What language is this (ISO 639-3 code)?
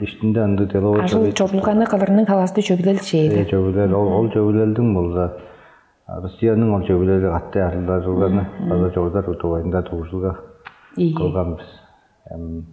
tyv